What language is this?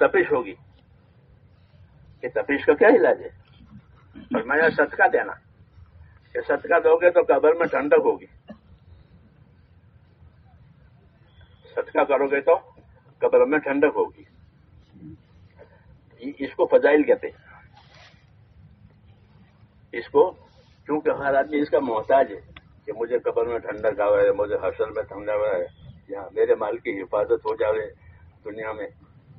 Urdu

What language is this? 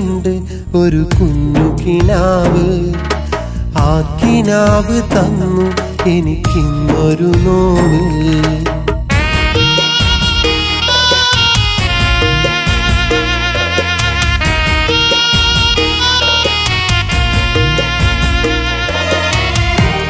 Malayalam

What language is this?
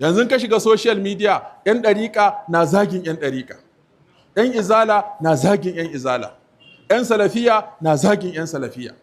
Hausa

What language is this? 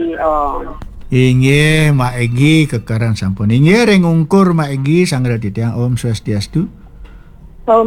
Balinese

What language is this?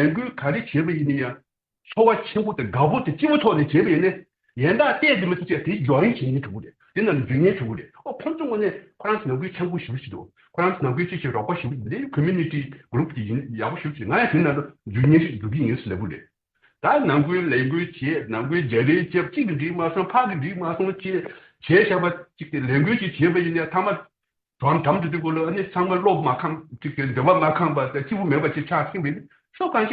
Tibetan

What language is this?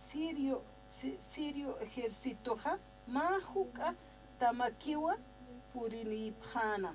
Aymara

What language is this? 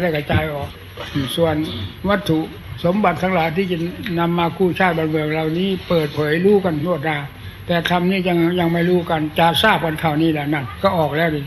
Thai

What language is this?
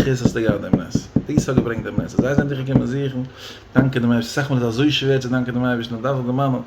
Yiddish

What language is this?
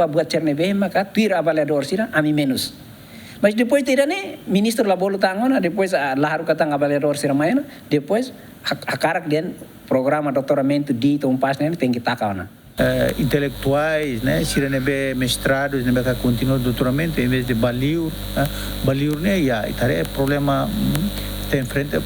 Tetum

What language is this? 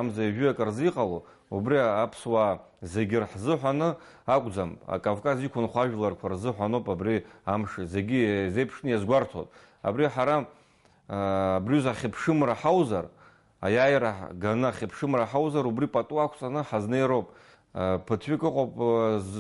Abkhazian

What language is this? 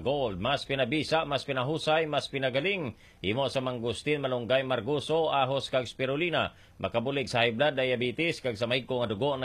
Hiligaynon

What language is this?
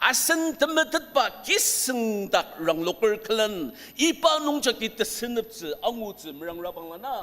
Ao Naga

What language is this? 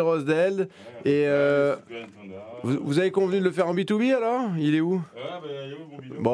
French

